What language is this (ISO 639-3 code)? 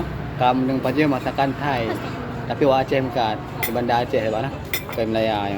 ace